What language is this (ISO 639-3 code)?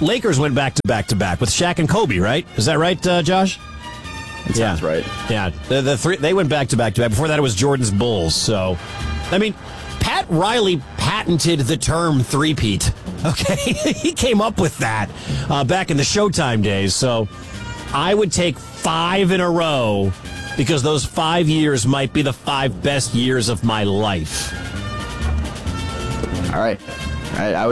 eng